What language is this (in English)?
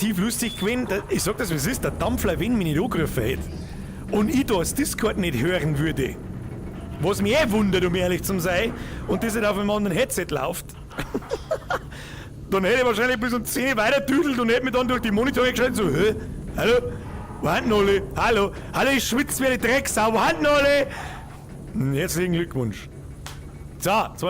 Bavarian